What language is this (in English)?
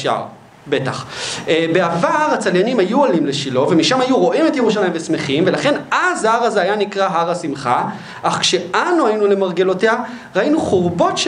Hebrew